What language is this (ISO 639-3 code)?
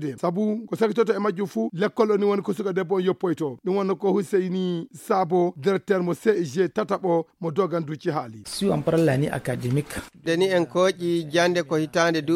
ful